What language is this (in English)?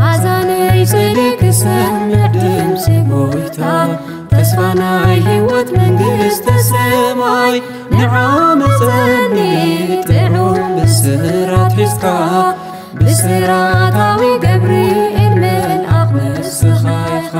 Tigrinya